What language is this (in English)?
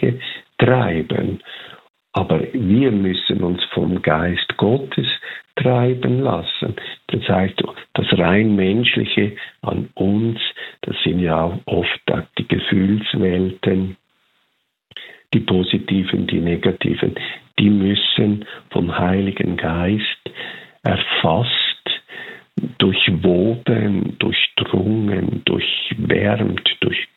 German